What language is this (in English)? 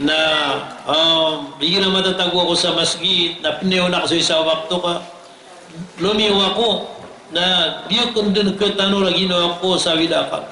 Maranao